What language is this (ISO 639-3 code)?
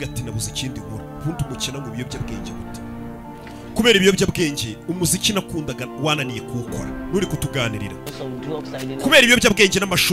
kin